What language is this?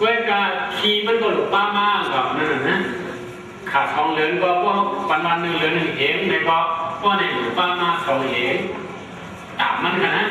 Shan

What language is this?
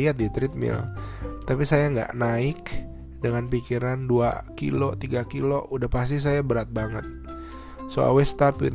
Indonesian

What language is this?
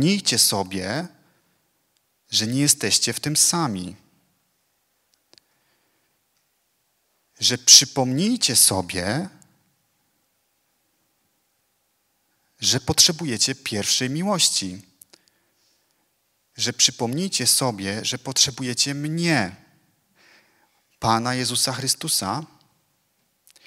Polish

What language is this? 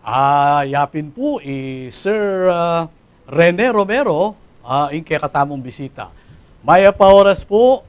Pampanga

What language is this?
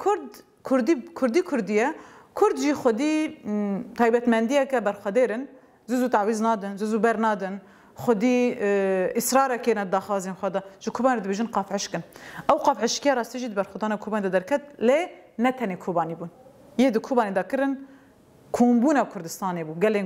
Kurdish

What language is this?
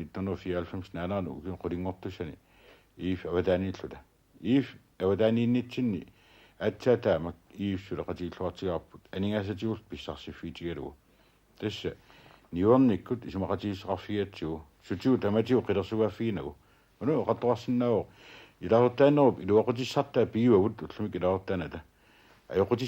Kalaallisut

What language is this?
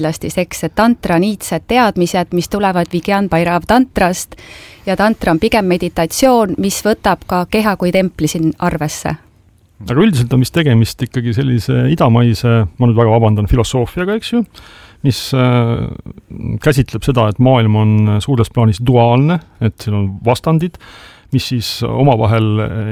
Estonian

